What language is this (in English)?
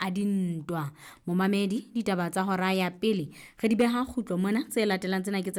Southern Sotho